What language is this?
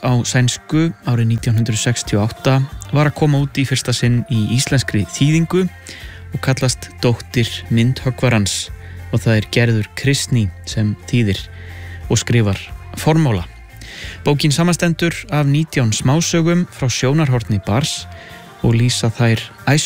Icelandic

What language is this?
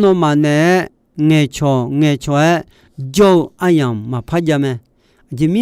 Akha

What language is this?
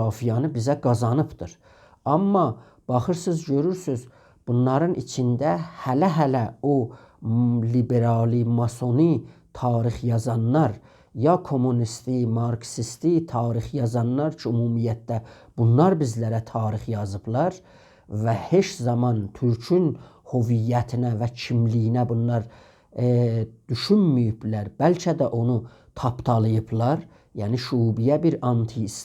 South Azerbaijani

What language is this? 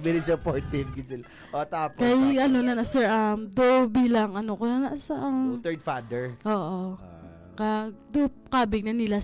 Hiligaynon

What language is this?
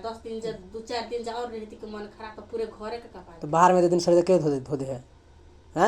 Maithili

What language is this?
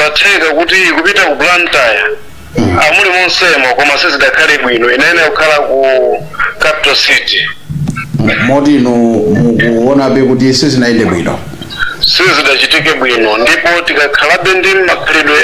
Nyanja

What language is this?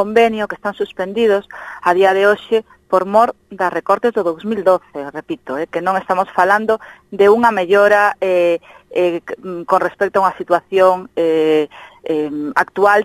Galician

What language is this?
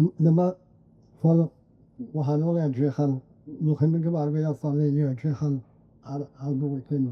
Welsh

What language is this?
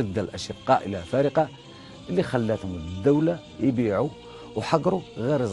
Algerian Arabic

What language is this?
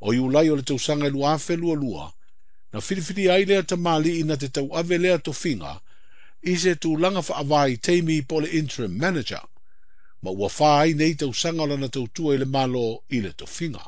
Samoan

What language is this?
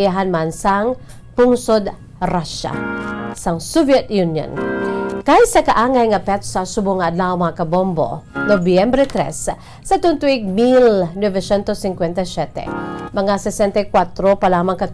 Hiligaynon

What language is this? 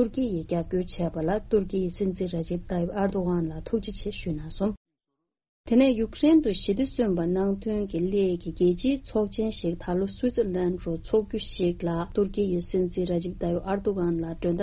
Tibetan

